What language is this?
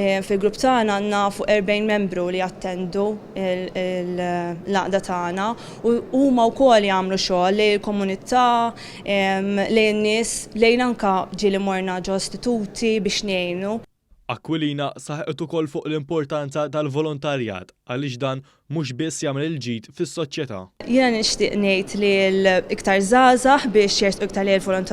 Maltese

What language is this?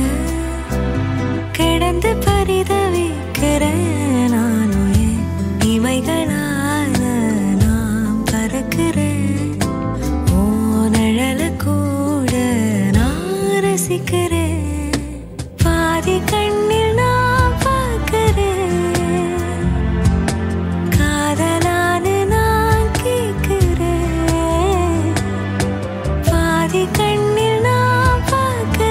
Tamil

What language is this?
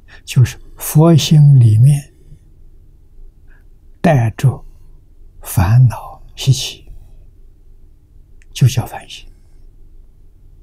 Chinese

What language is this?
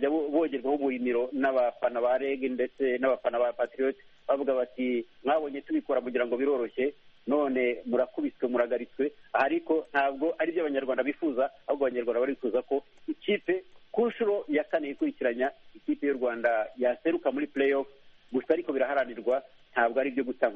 Kinyarwanda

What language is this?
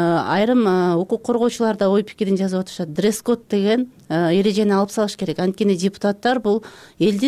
Kyrgyz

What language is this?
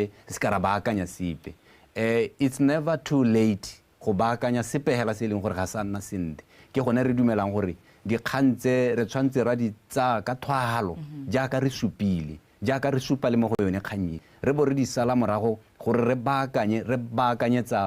Tswana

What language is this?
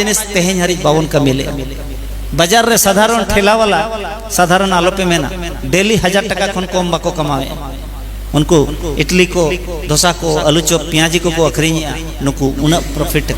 Santali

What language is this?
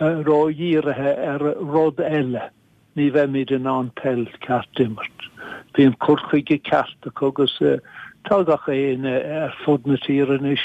Irish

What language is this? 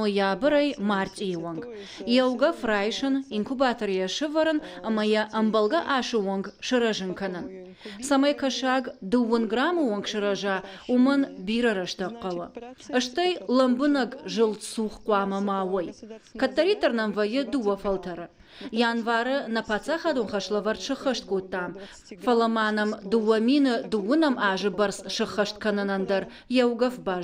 Ossetic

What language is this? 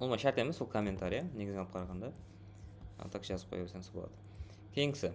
Kara-Kalpak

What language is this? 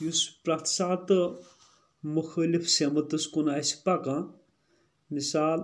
Kashmiri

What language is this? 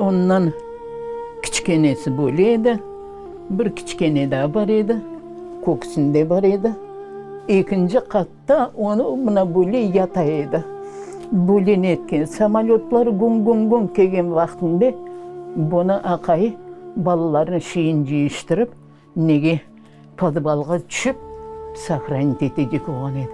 Crimean Tatar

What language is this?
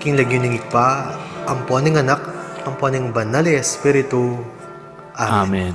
Pampanga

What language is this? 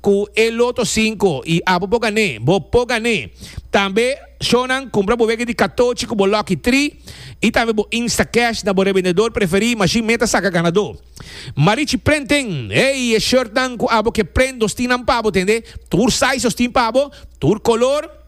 Papiamento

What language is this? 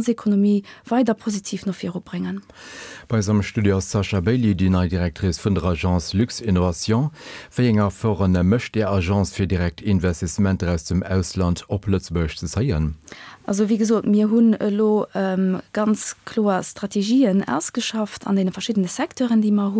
Luxembourgish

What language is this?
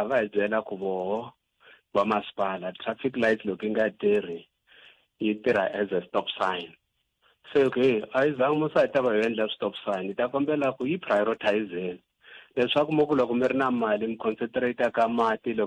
Tsonga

